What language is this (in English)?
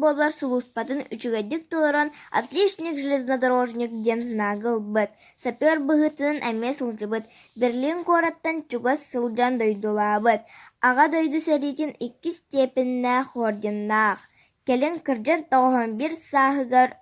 Yakut